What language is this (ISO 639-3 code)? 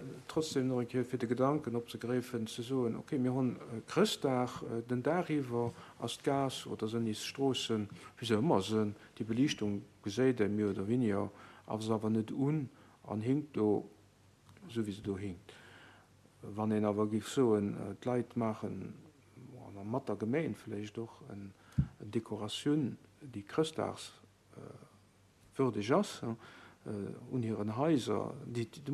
ltz